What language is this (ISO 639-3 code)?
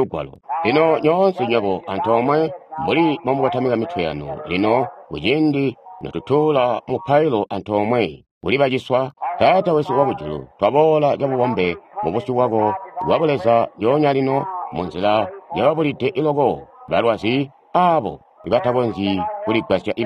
toi